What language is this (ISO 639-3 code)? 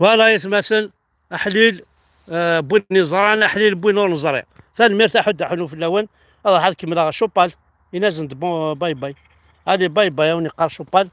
kab